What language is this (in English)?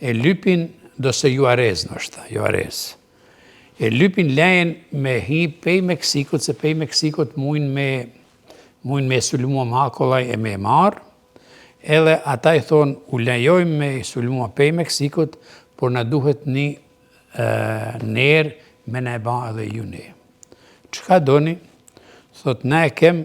Albanian